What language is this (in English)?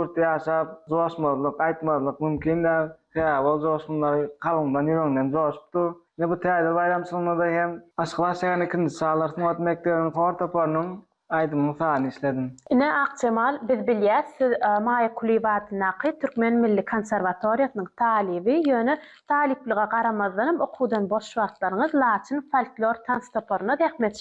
Turkmen